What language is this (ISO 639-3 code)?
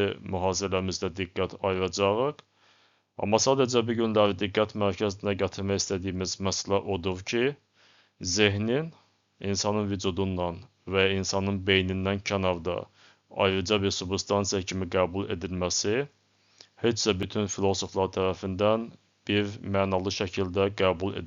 aze